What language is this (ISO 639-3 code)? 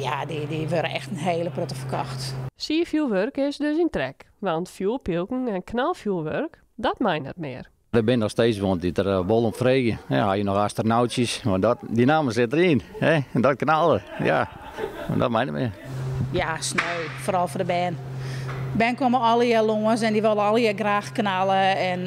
fry